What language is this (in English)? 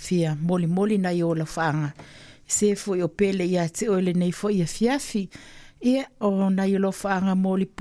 Samoan